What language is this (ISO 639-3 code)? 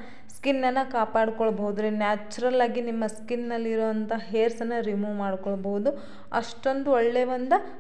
kan